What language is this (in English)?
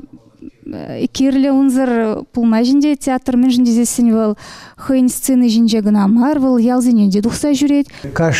Chuvash